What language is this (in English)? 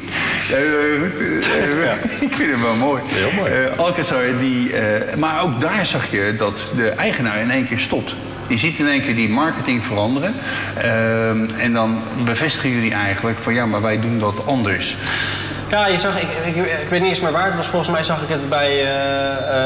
Dutch